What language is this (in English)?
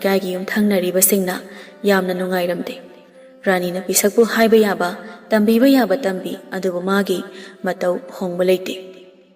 Manipuri